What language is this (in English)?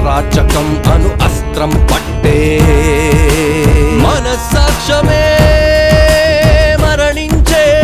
Telugu